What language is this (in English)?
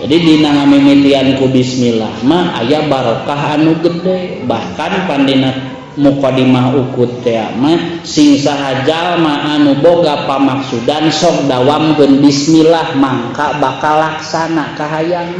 Sundanese